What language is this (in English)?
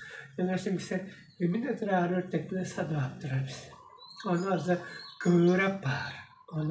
Tuvinian